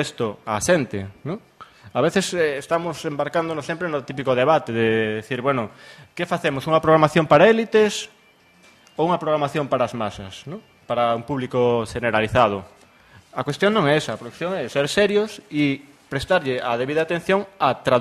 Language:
Galician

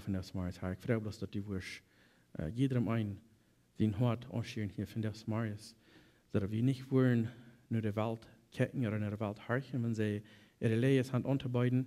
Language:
Plautdietsch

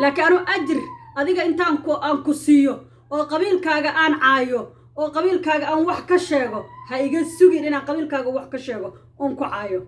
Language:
Somali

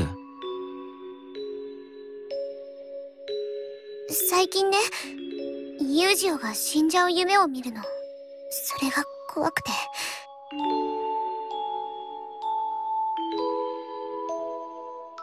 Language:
Japanese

